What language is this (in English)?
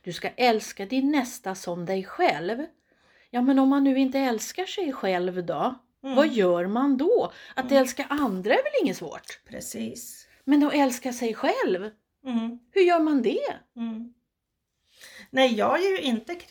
Swedish